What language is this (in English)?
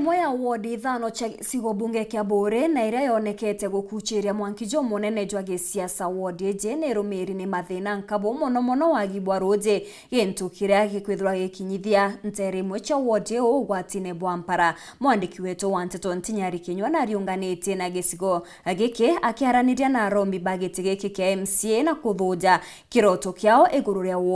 Meru